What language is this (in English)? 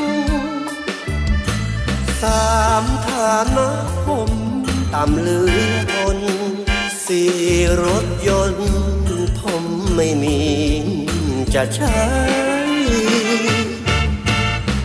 Thai